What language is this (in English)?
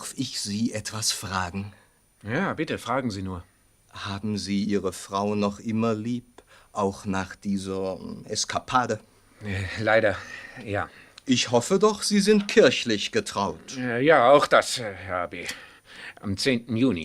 Swiss German